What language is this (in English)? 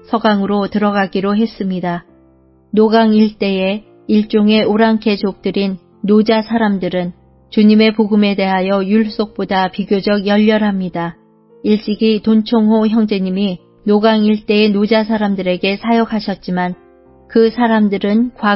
Korean